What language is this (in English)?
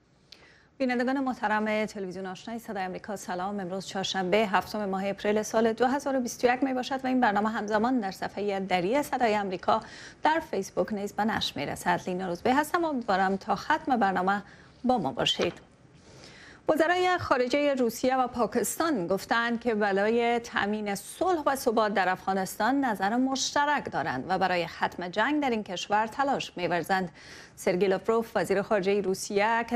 Persian